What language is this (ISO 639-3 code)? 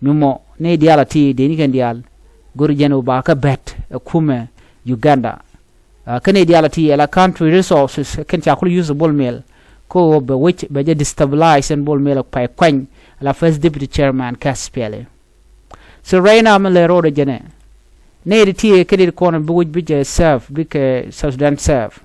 nus